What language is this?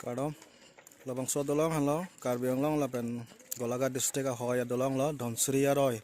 Karbi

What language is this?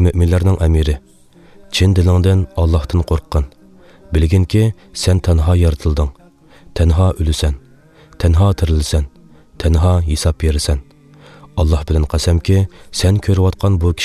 Uyghur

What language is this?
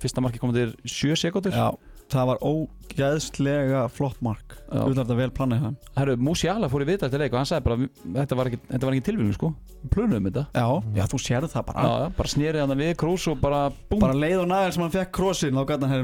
Icelandic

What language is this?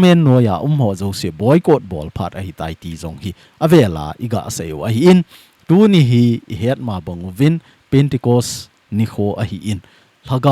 Thado Chin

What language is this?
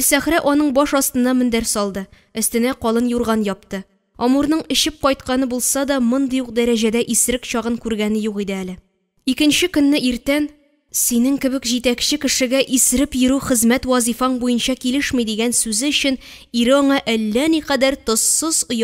Tatar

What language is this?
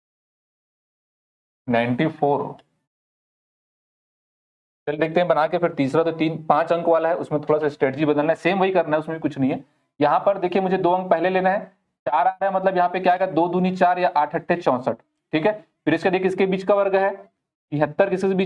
Hindi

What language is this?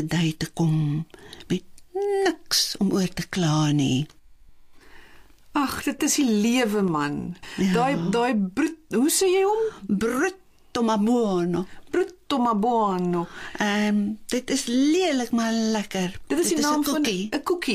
Afrikaans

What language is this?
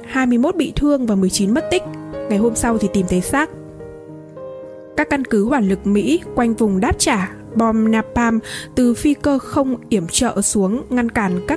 Vietnamese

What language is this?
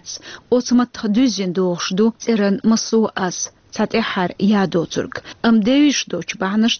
Chechen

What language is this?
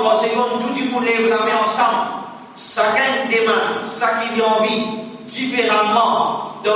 Morisyen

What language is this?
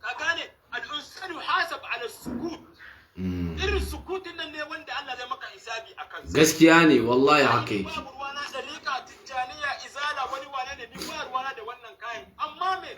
Hausa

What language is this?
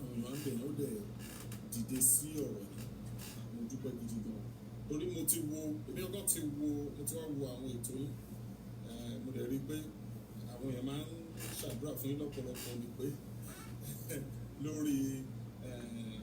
Yoruba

